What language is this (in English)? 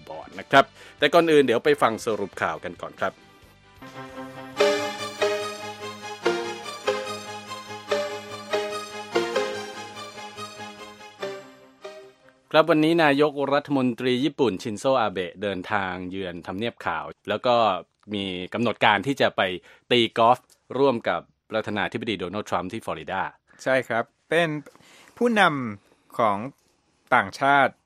Thai